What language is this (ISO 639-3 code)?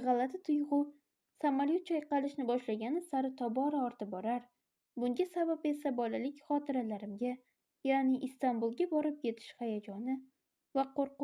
uzb